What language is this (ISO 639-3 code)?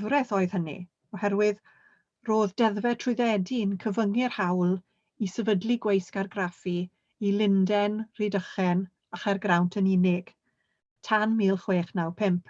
cym